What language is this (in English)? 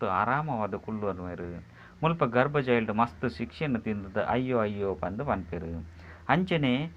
Tulu